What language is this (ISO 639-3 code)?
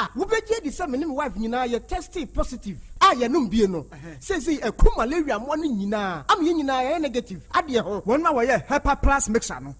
aka